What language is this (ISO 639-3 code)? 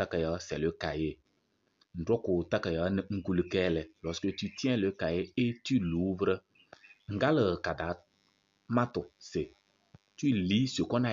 kbp